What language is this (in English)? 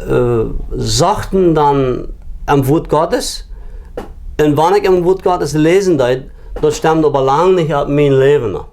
Plautdietsch